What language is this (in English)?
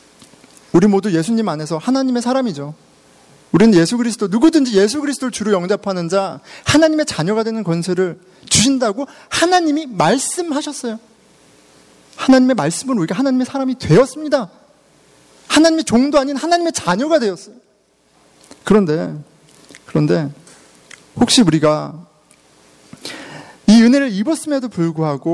Korean